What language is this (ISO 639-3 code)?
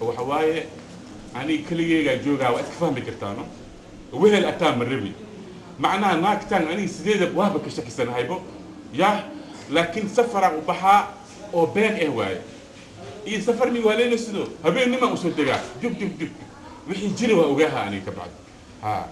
som